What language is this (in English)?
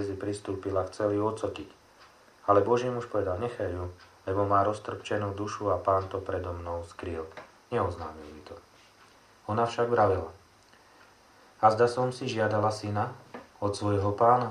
Slovak